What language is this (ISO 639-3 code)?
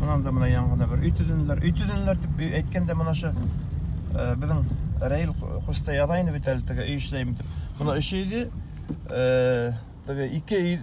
bak